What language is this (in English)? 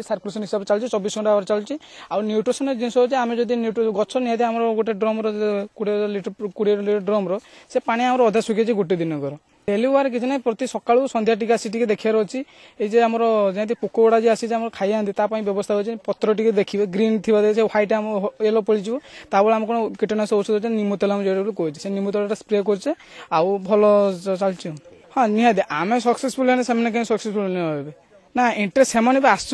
Odia